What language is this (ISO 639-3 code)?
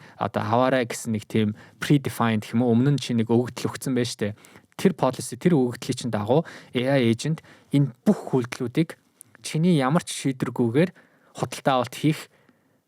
mon